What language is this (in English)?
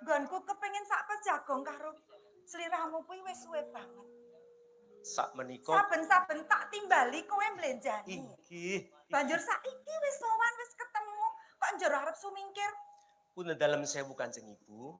Javanese